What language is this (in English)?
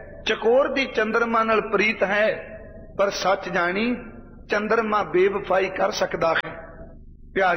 Punjabi